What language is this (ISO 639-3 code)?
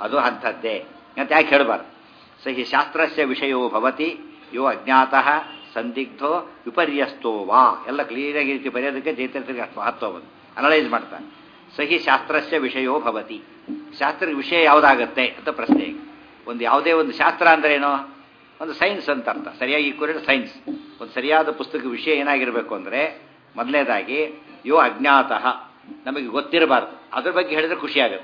kan